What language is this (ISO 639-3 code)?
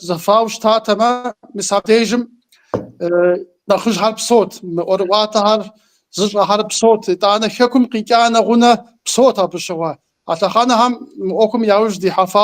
kbd